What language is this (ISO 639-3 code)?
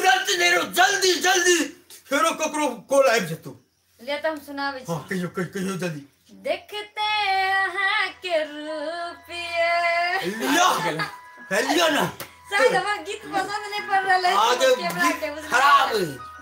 mai